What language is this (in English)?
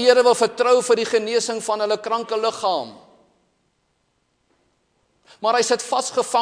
Afrikaans